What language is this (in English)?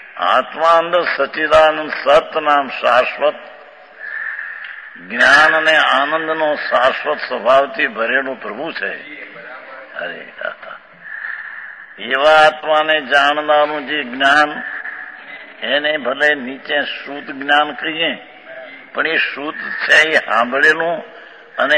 Gujarati